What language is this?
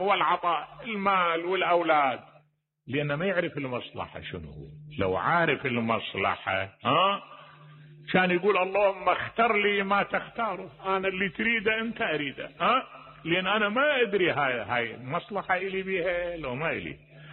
Mesopotamian Arabic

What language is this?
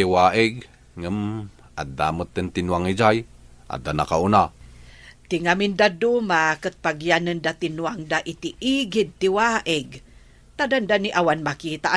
Iloko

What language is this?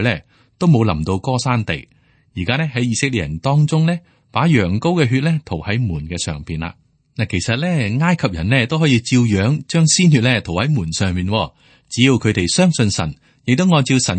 Cantonese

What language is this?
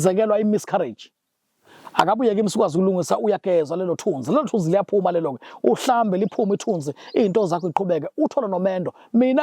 Zulu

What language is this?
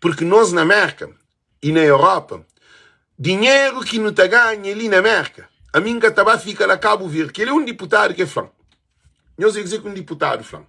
Kabuverdianu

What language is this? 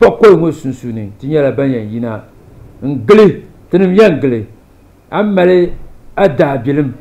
Dagbani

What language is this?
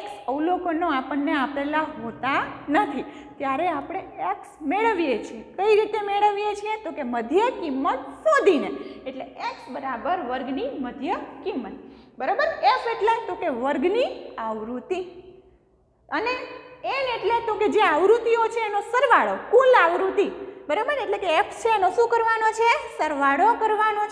Gujarati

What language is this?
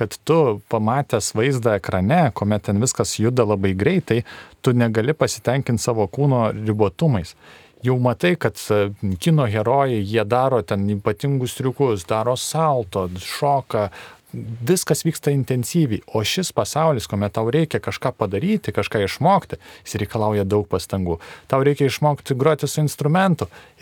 Lithuanian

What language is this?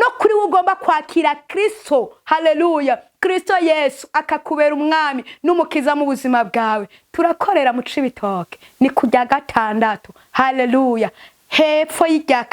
Rundi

